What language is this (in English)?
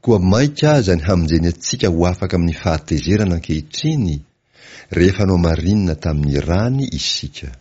Malagasy